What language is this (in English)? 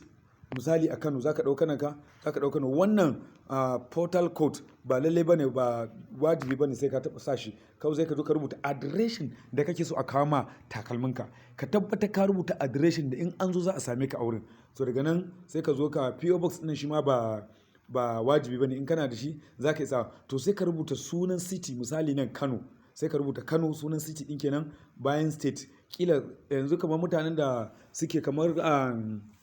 Hausa